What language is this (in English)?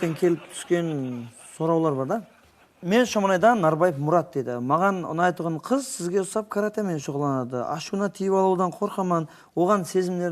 Kara-Kalpak